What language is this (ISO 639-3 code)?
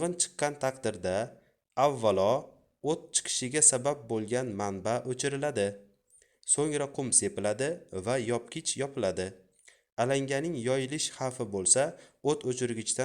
uzb